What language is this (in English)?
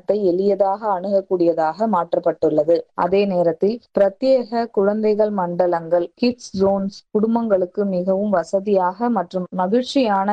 Tamil